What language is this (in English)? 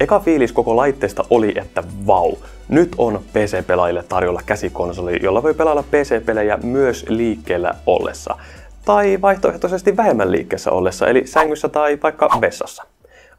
Finnish